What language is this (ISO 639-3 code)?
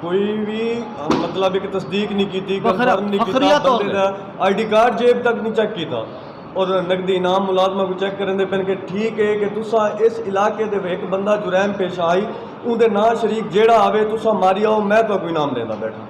skr